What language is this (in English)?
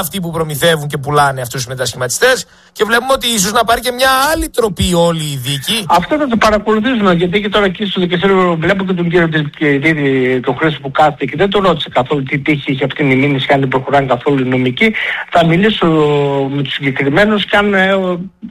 Greek